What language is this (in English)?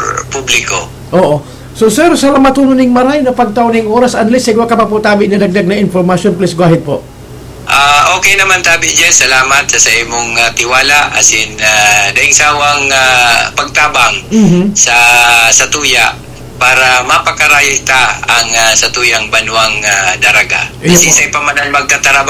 Bikol